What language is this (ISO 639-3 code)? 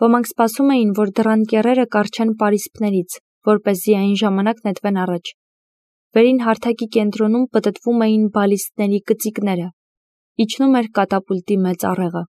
hye